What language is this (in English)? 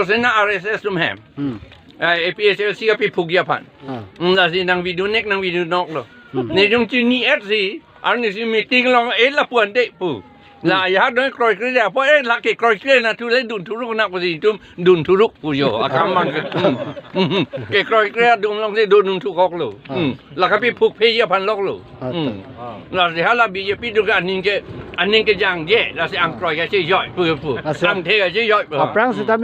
Karbi